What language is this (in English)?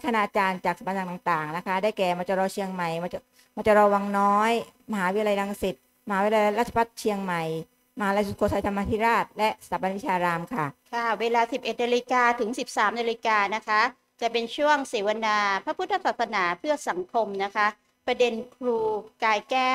Thai